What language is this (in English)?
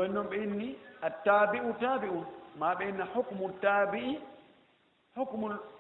Fula